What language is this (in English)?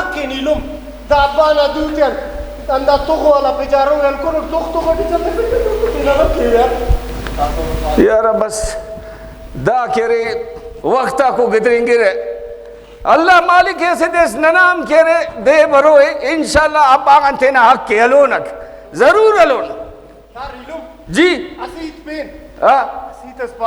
Brahui